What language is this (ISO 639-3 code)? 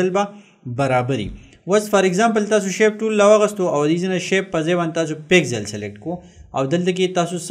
pus